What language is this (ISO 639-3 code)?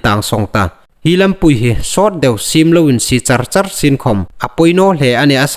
hmr